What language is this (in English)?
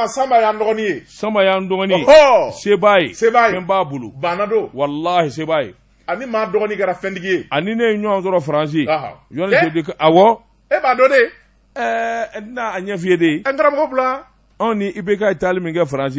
Bambara